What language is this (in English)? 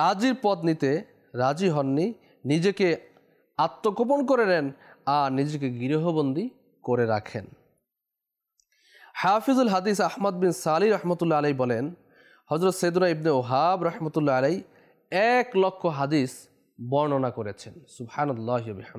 Bangla